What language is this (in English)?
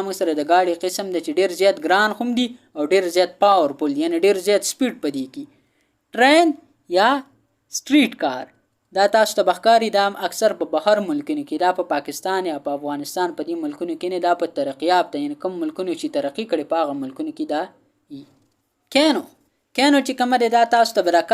Pashto